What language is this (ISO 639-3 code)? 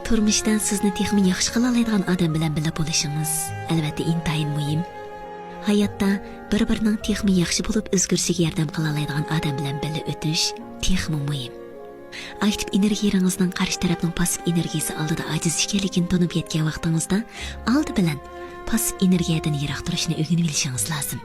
uig